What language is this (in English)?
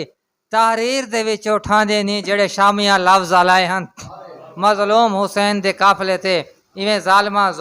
Saraiki